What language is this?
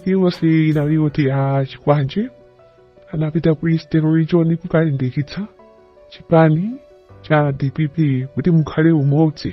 Nyanja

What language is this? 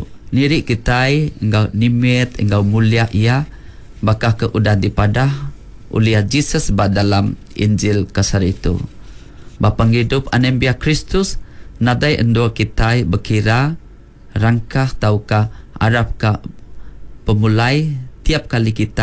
Iban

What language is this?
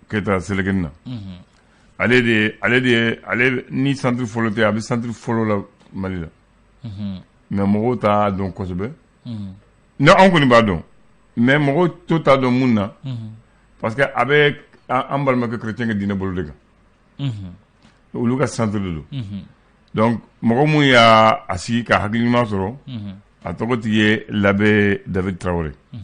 Bambara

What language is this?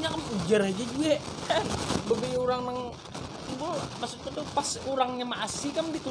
Banjar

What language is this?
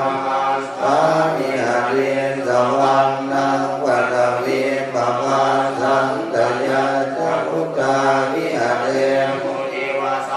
Pali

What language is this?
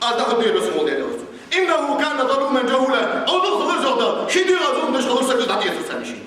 Ingush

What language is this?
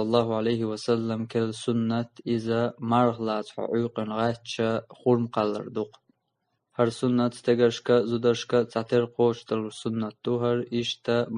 Chechen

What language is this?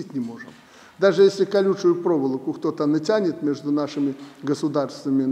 Russian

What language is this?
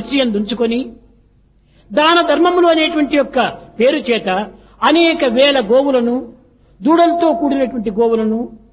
Telugu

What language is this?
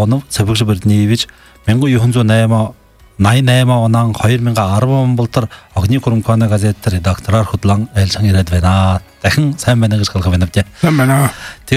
Buriat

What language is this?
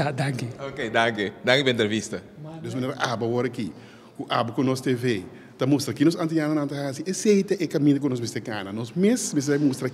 Papiamento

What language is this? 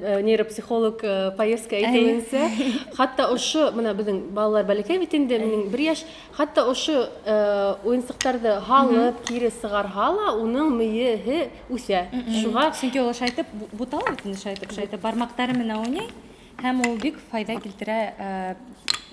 Bashkir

